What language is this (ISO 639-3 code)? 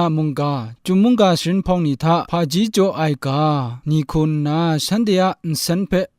kac